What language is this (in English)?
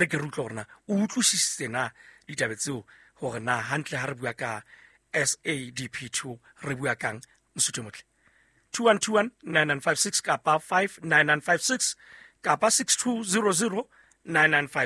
Southern Sotho